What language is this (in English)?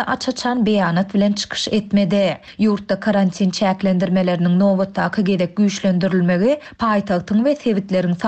Turkmen